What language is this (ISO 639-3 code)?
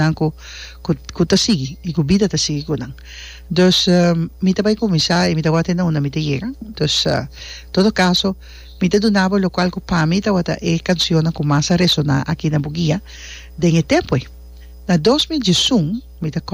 pap